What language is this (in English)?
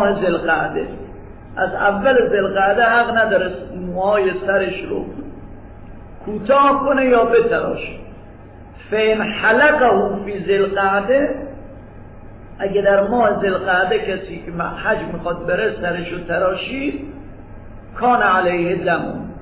Persian